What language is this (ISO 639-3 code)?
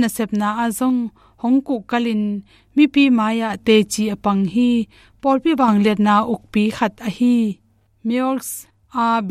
ctd